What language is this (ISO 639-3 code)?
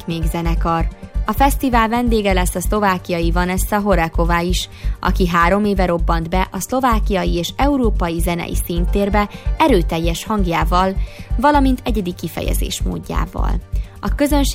hun